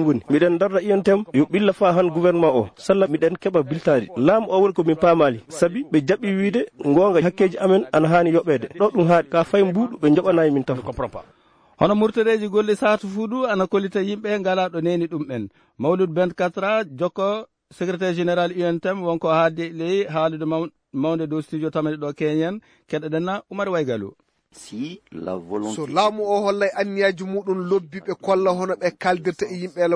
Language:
Fula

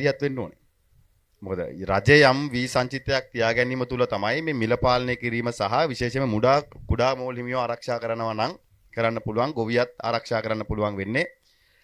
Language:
Sinhala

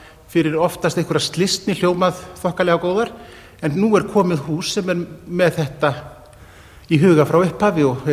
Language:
Icelandic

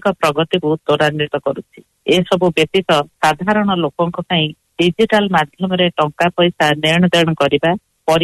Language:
Odia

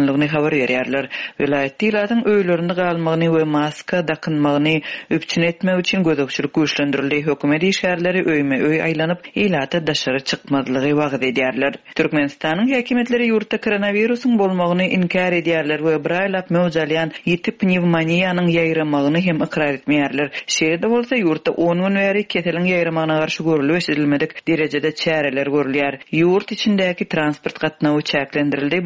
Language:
Turkmen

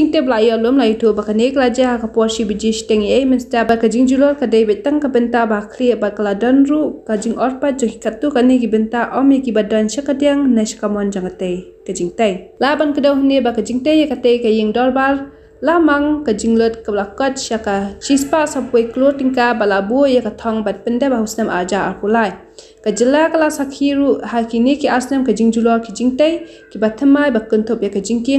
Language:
Khasi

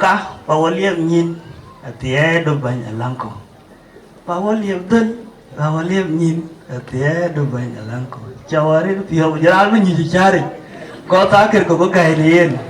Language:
Dinka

